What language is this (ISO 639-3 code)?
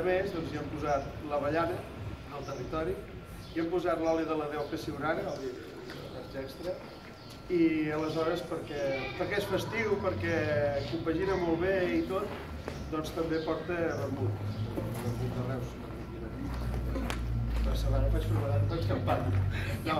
cat